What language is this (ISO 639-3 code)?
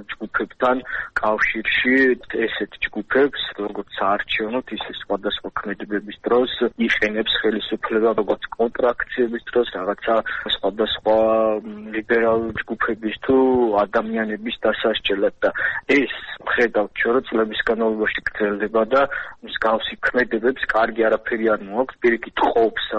kat